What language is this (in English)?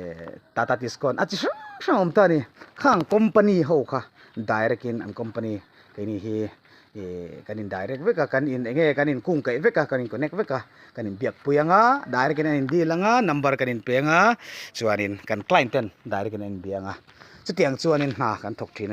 Mizo